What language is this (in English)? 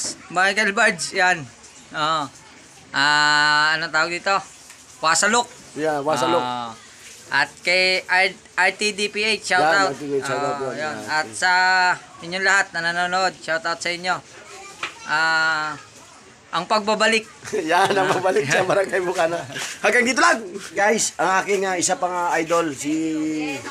Filipino